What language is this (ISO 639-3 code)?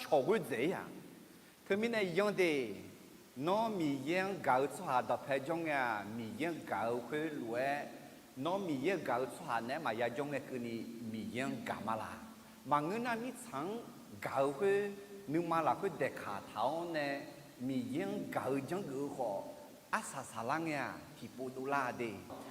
ahk